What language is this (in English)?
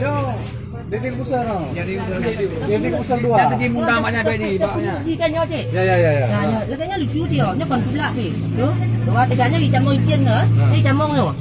Achinese